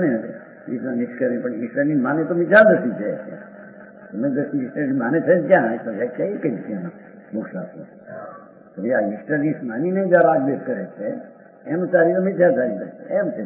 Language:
Gujarati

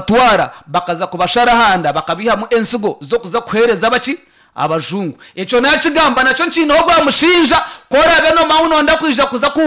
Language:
Nyankole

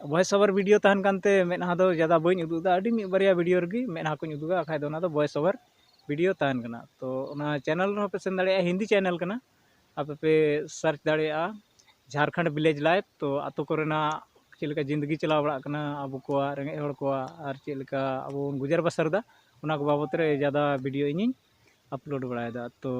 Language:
Santali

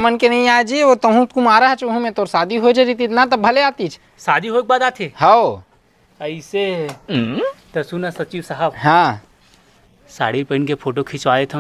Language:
Chhattisgarhi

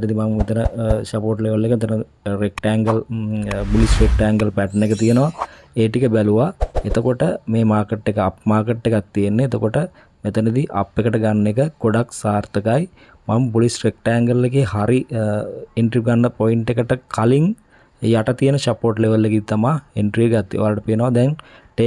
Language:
Sinhala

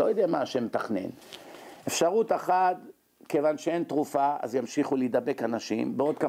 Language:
Hebrew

